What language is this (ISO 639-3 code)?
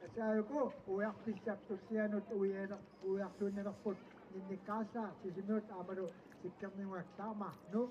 kal